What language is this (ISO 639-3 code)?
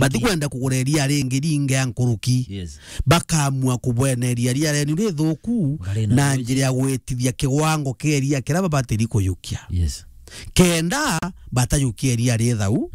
mer